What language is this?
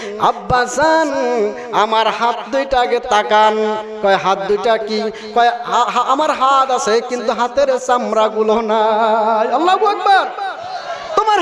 Bangla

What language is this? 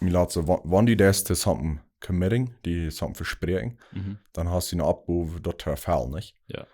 Plautdietsch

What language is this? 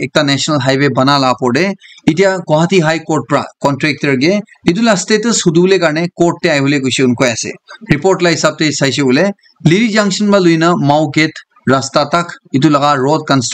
Naga Pidgin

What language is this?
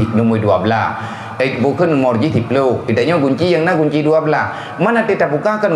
Achinese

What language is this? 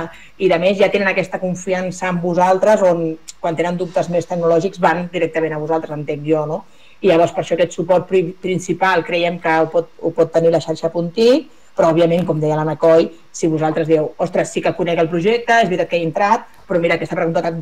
Catalan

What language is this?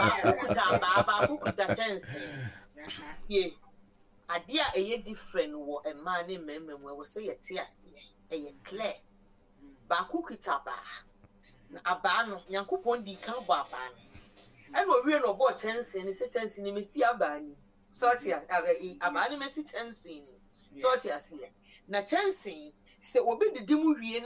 Akan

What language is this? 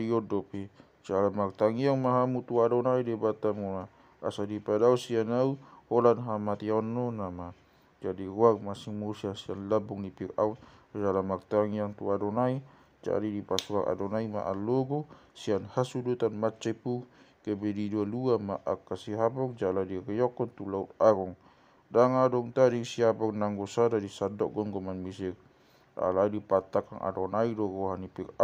Batak Toba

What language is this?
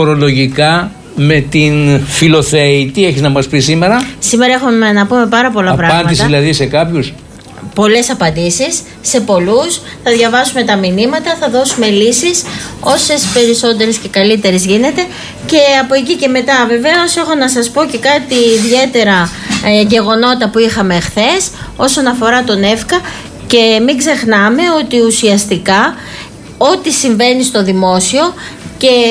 Greek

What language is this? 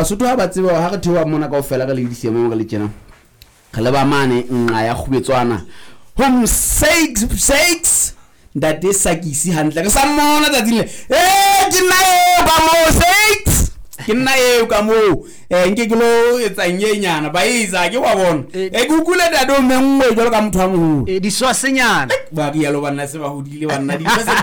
Southern Sotho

